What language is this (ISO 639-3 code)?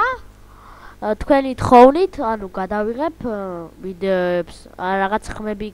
kat